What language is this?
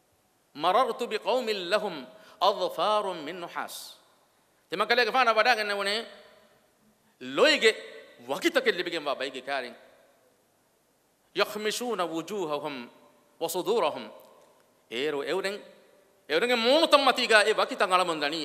Divehi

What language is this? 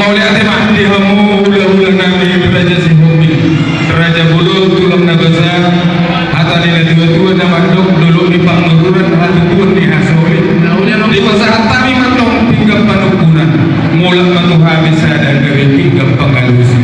Batak Toba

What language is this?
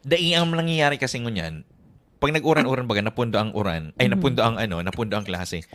Bikol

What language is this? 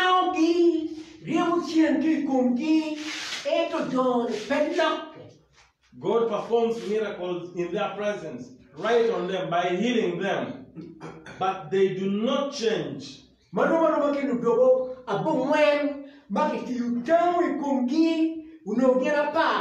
Acoli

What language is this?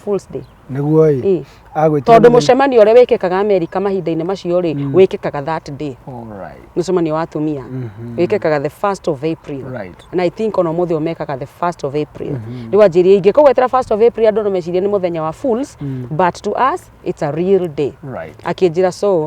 Kikuyu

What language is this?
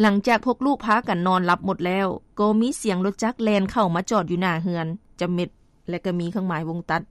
Lao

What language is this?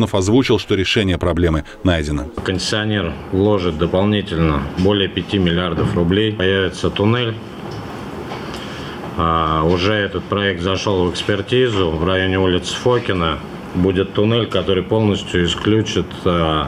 Russian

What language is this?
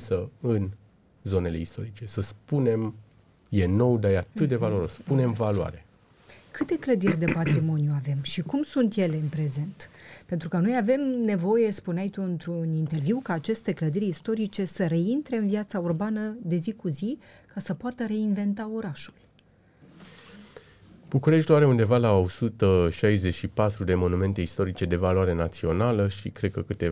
Romanian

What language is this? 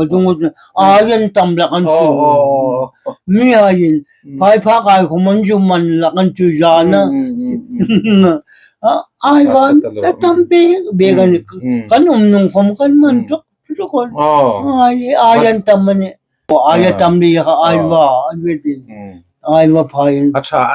Hmar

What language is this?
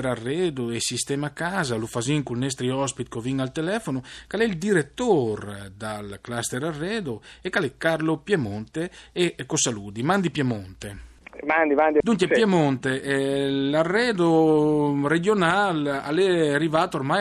Friulian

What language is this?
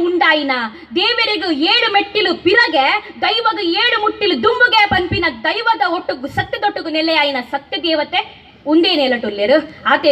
Tulu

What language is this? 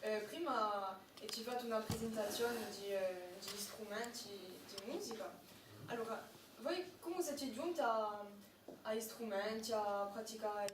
Corsican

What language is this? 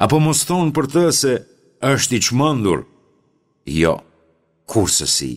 Albanian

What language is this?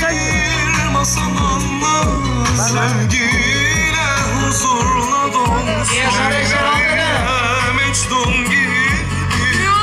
Turkish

